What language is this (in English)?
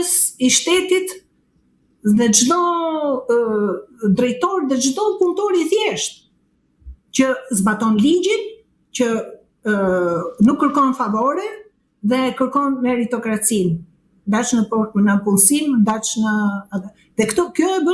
Albanian